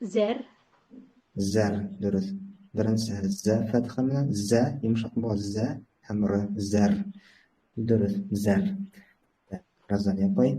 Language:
Bashkir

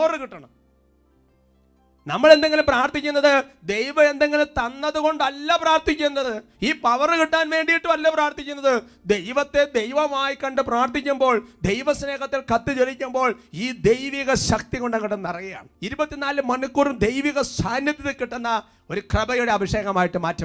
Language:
Malayalam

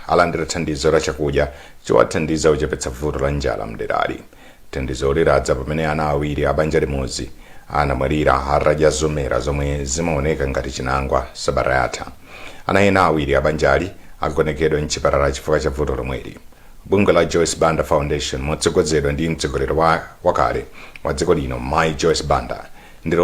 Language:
Nyanja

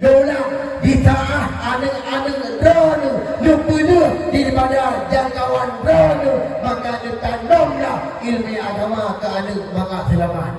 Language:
Achinese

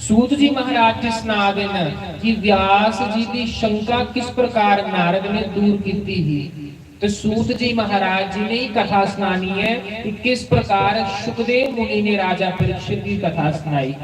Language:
Dogri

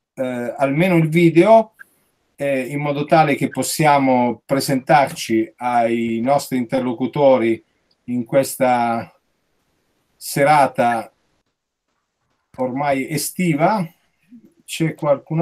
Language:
Italian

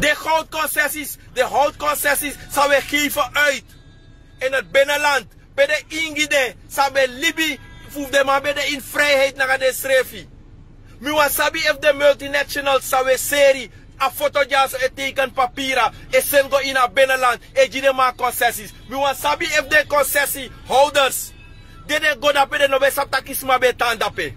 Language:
Sranan Tongo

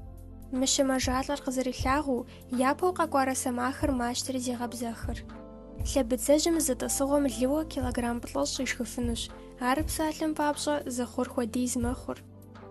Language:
Kabardian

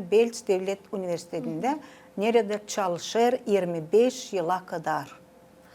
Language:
Gagauz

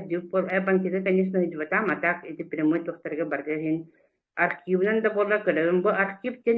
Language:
Yakut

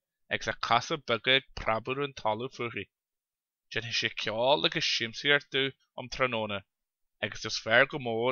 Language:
Irish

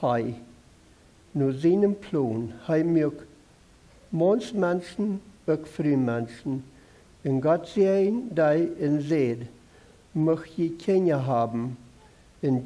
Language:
Plautdietsch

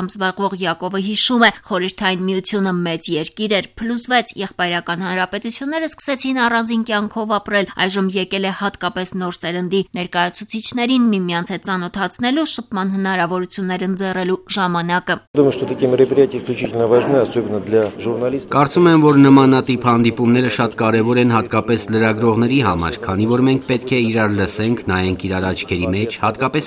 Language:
Armenian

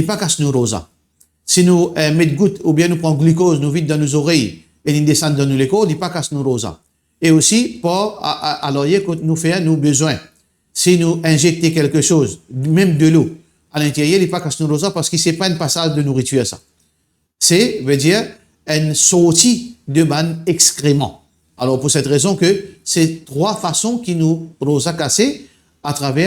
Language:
Morisyen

